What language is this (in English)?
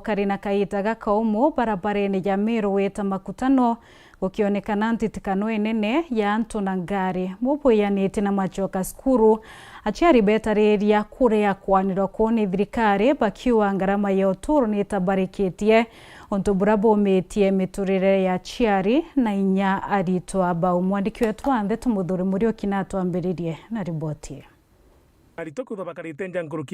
Meru